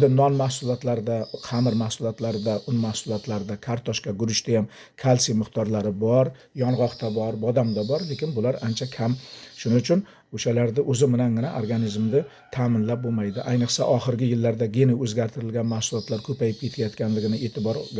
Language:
Uzbek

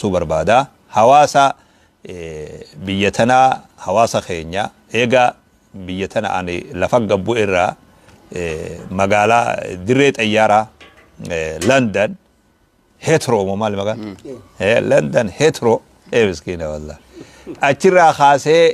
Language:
Oromo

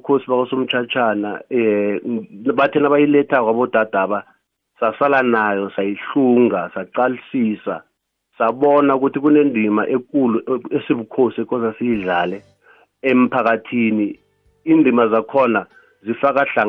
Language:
South Ndebele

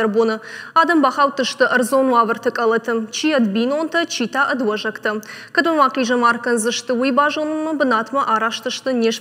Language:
Ossetic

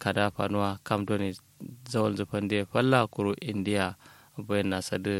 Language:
Kanuri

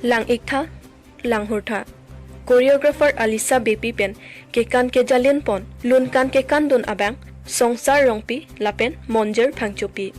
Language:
Karbi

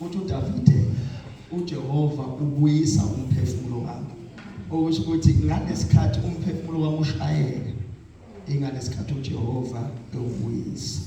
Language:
Zulu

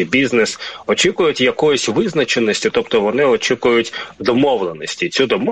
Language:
Ukrainian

